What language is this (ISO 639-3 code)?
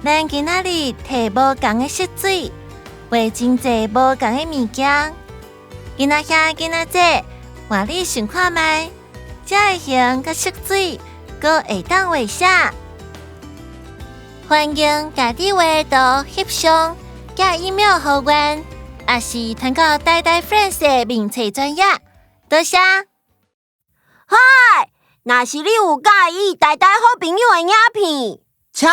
nan